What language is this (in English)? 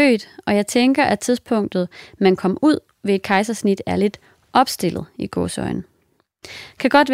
Danish